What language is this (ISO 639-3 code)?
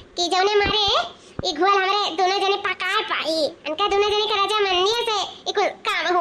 awa